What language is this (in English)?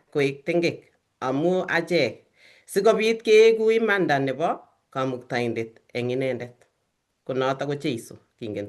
Kalenjin